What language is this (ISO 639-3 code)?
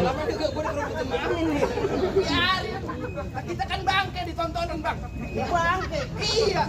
bew